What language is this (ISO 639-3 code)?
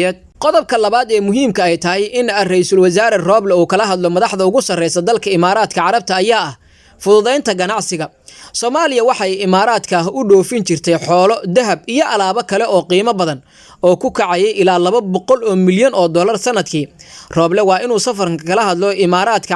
som